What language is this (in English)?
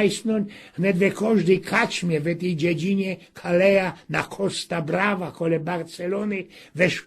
Silesian